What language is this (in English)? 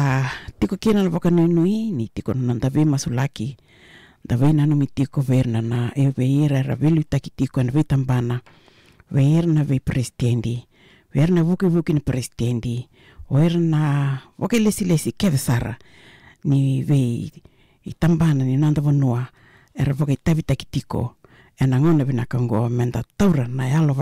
Fijian